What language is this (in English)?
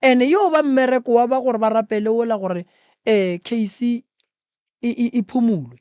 Northern Sotho